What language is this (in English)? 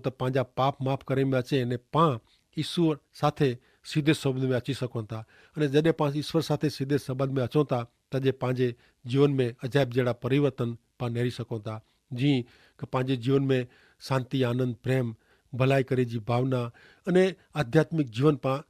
Kachhi